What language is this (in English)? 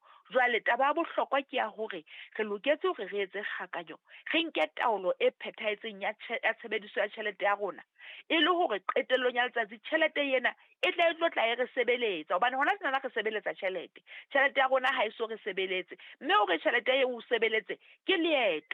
Southern Sotho